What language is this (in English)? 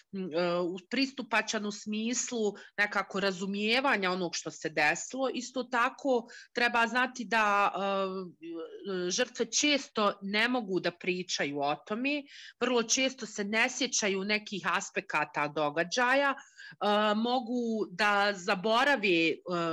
Croatian